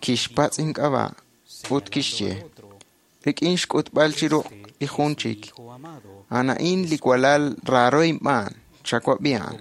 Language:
Kekchí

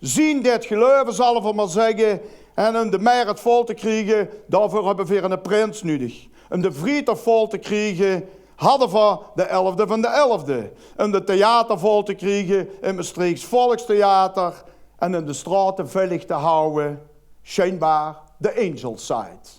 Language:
Limburgish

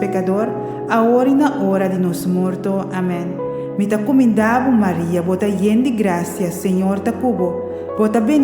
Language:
Papiamento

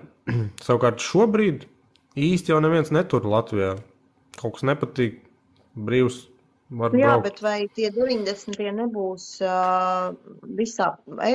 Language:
Latvian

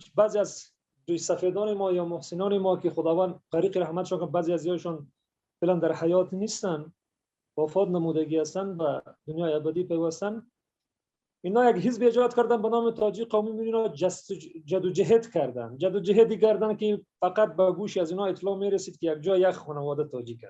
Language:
Persian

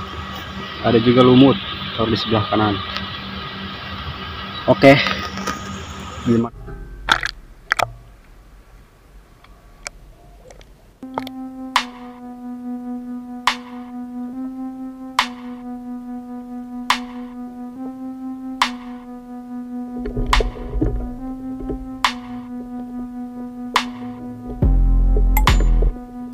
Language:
Indonesian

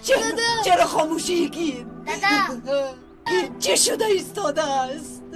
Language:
Tajik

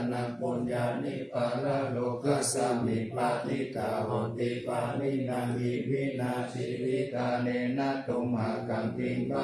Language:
Pali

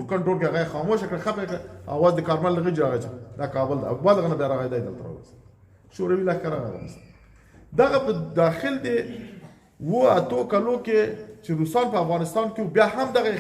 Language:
Pashto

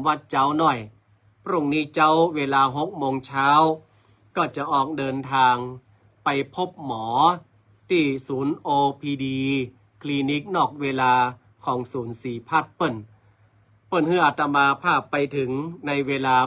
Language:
Northern Thai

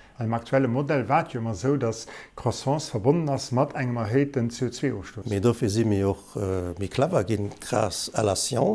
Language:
Luxembourgish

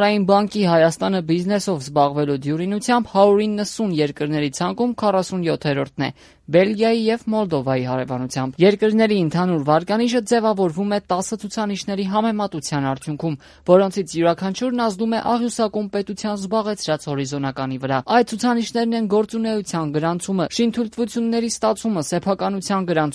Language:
Armenian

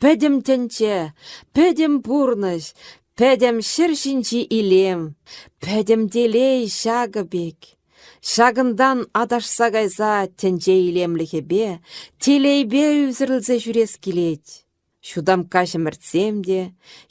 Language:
Chuvash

